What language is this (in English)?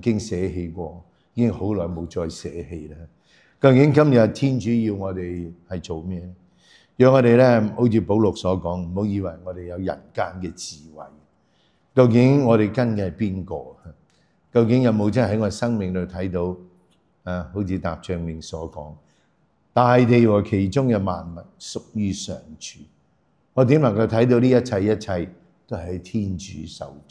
Cantonese